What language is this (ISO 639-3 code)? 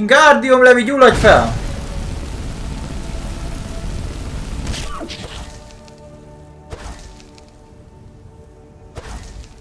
hun